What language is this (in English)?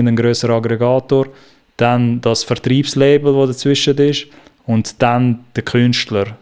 Swiss German